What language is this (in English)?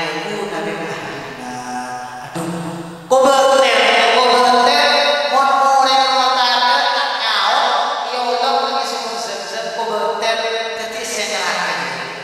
Madurese